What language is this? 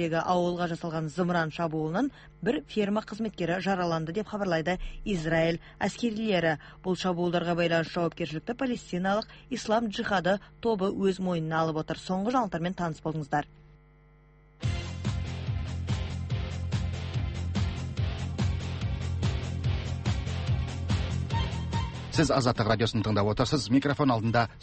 Kazakh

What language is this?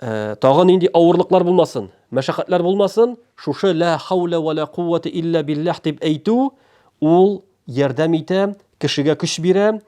Tatar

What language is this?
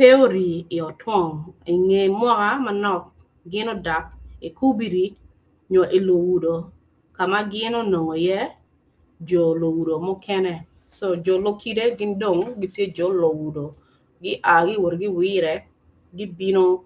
Acoli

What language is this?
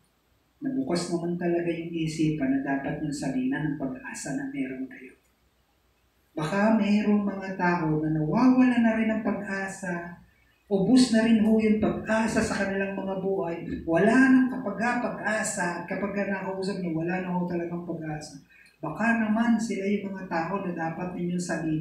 Filipino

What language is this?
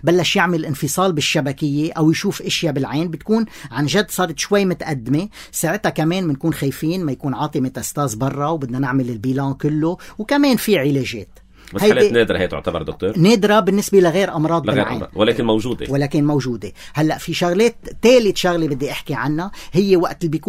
North Levantine Arabic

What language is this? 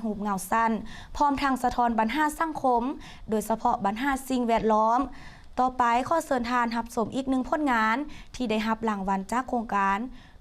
Lao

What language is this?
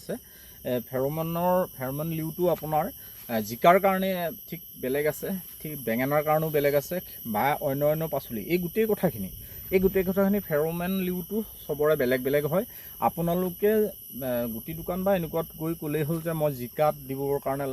Assamese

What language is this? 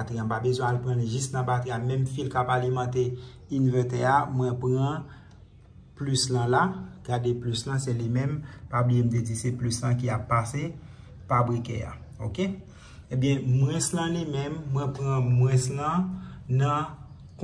Haitian Creole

